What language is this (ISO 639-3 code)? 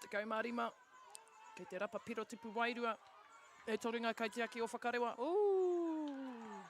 mri